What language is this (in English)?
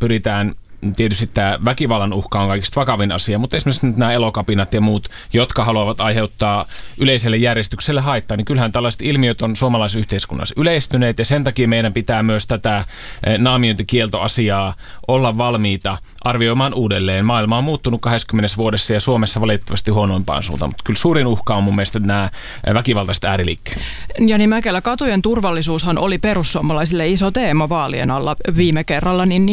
Finnish